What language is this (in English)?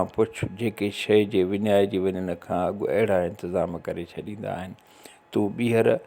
Sindhi